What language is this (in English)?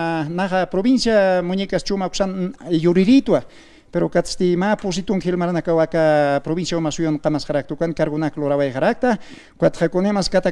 Aymara